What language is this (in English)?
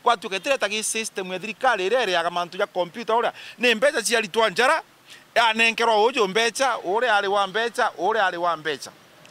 Meru